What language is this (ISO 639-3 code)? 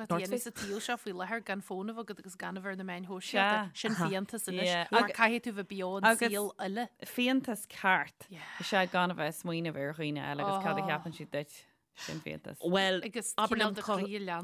gle